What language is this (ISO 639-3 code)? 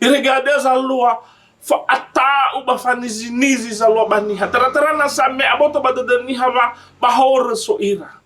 nia